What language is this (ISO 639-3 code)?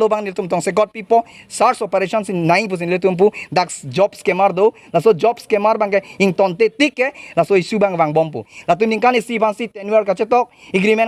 mjw